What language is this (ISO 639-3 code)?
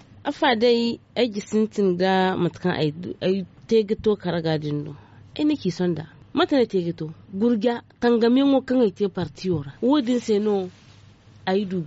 dje